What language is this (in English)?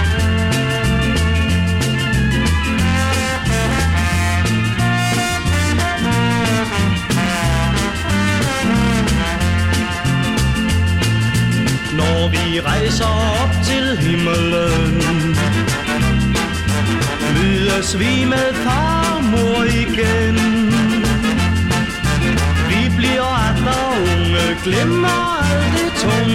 Danish